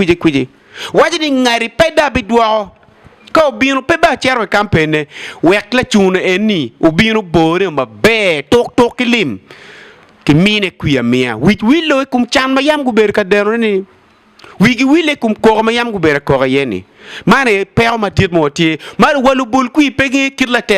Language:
Acoli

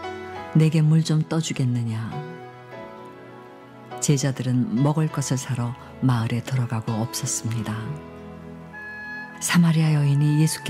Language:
Korean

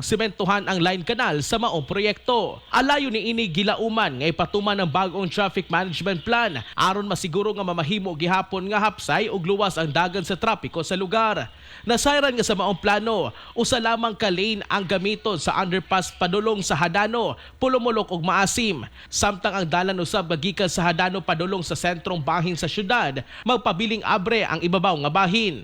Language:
Cebuano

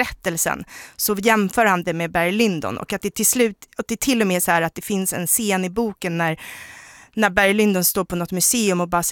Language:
Swedish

